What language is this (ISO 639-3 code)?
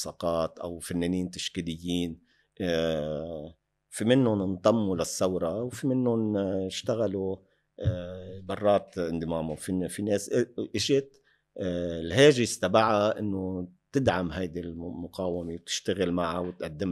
apc